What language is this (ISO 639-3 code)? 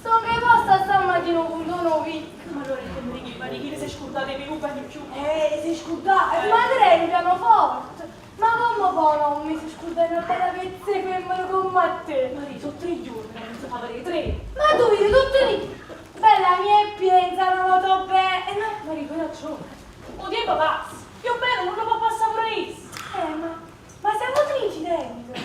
nap